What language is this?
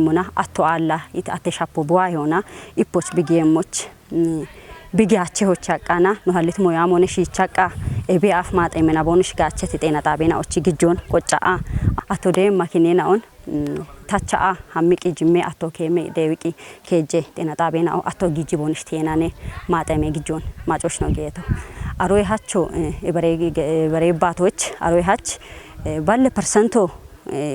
Kafa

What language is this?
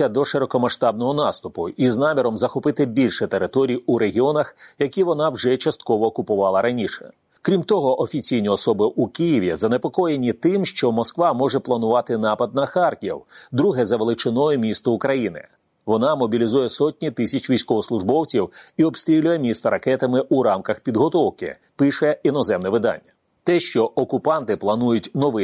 Ukrainian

